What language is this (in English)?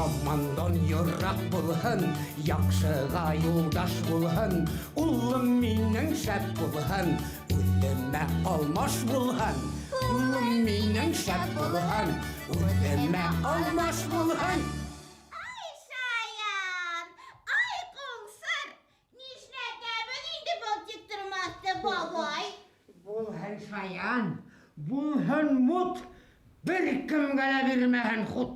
Bashkir